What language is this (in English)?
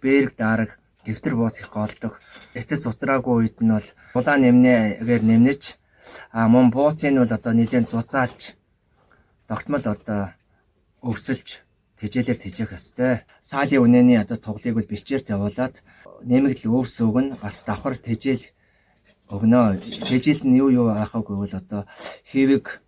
Mongolian